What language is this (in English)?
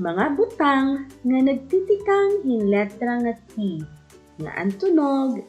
Waray